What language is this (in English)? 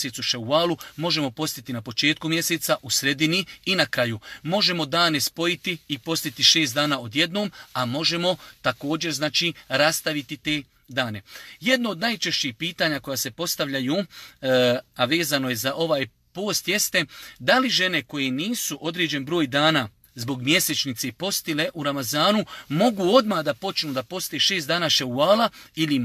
Bosnian